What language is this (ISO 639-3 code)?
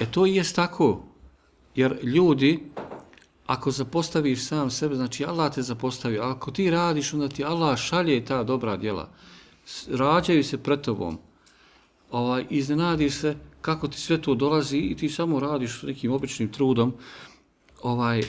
bos